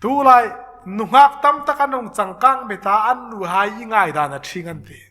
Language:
Hmar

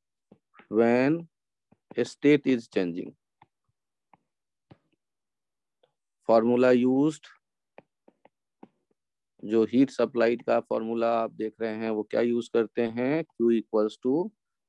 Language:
Hindi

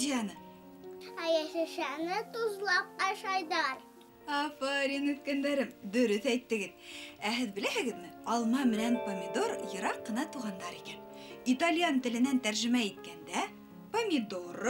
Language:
Bashkir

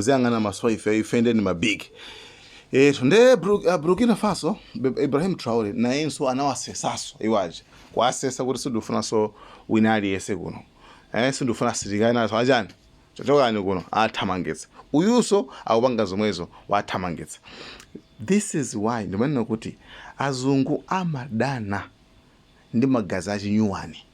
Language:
Nyanja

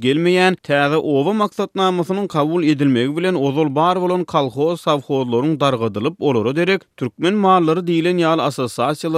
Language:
Turkmen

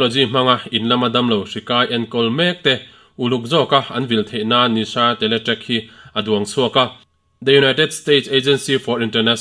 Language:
Mizo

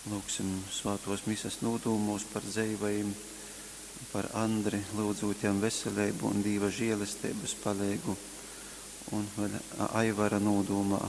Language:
Latgalian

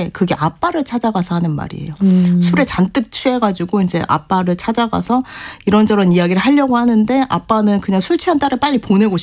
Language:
Korean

